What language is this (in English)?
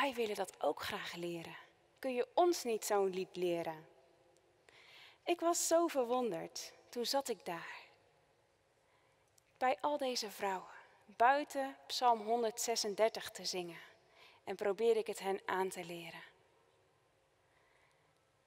Dutch